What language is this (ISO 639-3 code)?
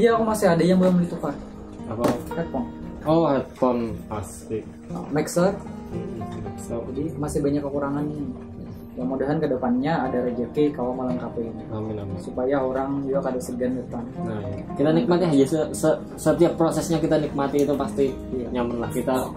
bjn